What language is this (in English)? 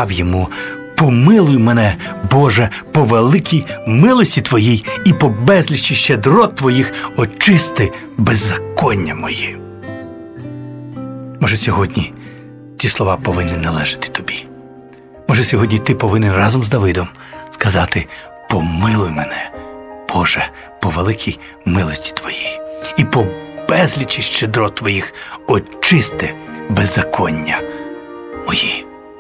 Ukrainian